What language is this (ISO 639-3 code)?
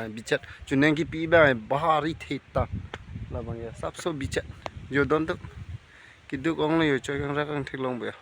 mjw